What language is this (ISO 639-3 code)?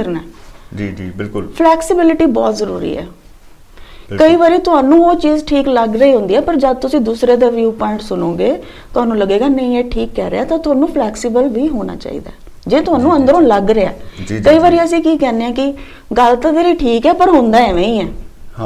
pan